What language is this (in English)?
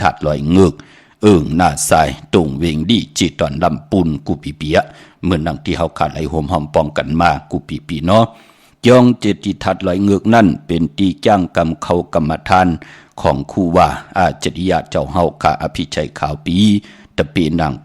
Shan